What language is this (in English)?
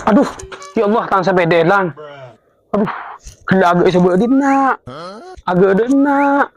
Madurese